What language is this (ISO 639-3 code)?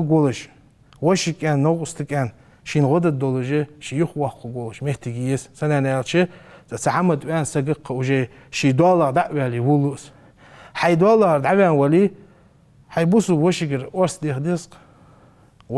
inh